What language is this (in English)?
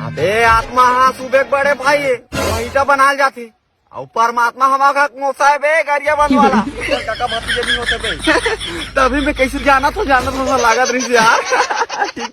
Chhattisgarhi